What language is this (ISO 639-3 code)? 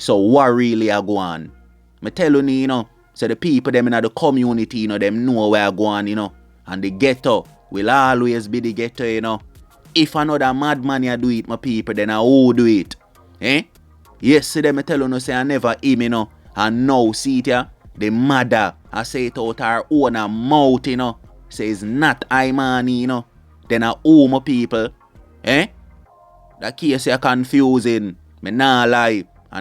jam